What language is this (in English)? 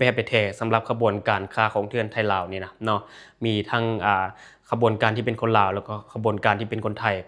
Lao